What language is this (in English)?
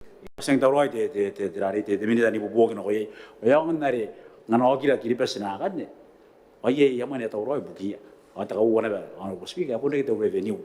Gilbertese